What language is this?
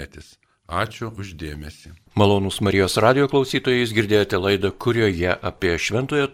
Lithuanian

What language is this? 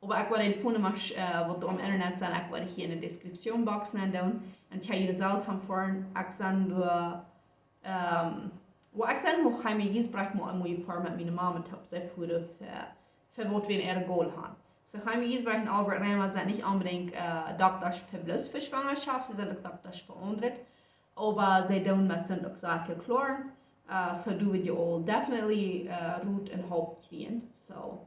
Plautdietsch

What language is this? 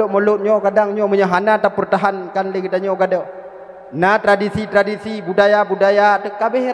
Achinese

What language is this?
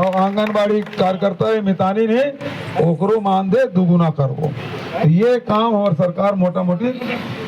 Chhattisgarhi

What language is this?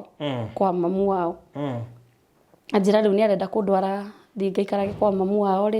Kikuyu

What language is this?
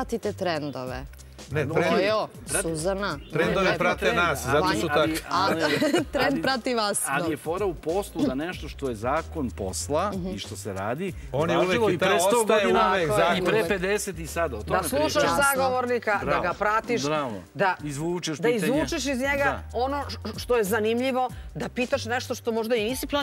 Serbian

